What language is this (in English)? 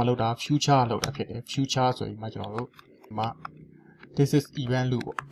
Burmese